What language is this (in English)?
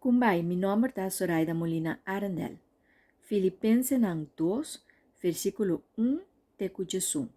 Papiamento